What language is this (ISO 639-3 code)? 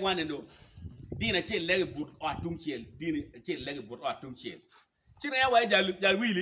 ach